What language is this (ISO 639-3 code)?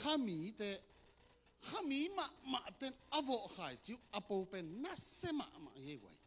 ctd